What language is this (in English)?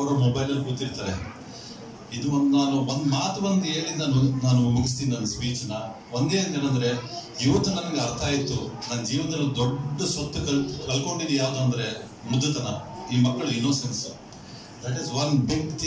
Kannada